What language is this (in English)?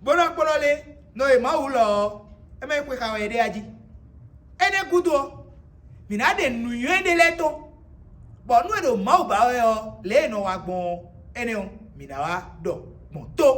Fon